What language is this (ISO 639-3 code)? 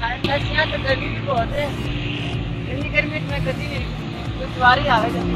skr